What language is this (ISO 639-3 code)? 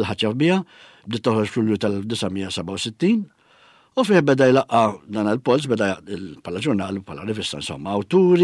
mlt